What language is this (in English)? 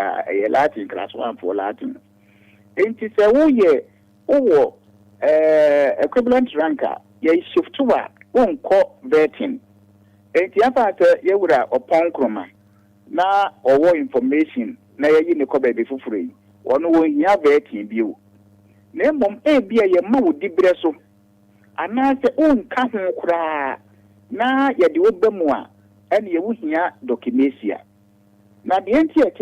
Akan